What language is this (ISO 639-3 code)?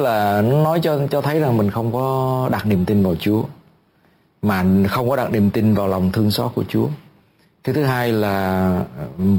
vie